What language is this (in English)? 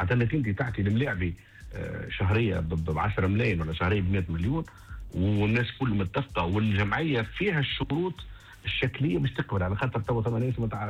Tunisian Arabic